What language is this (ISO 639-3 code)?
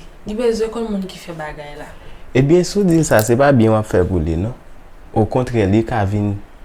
hat